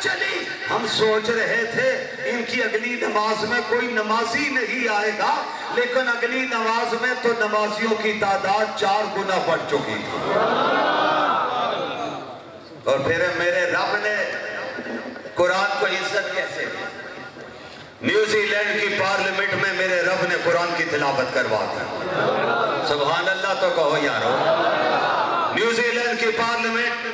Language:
Urdu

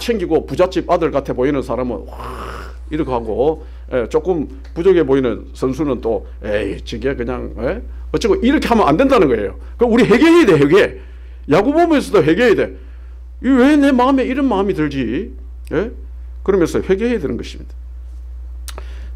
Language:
Korean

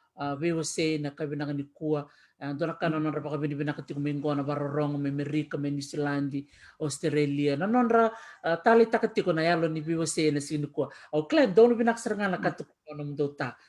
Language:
Fijian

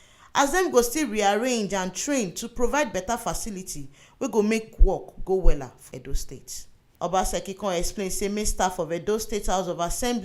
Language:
Nigerian Pidgin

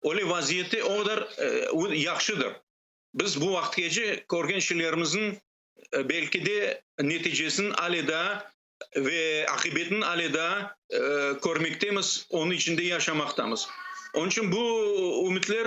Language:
Crimean Tatar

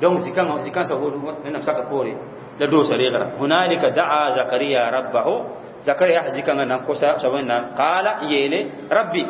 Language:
Mossi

